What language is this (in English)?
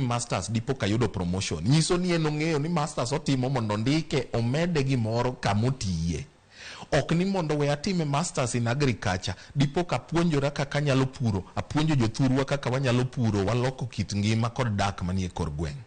Luo (Kenya and Tanzania)